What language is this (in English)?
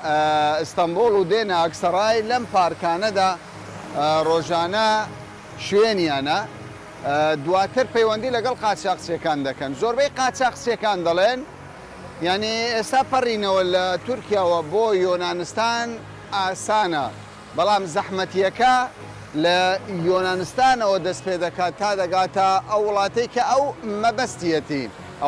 Central Kurdish